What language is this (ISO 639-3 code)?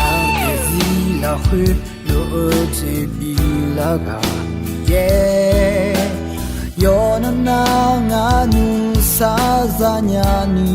ahk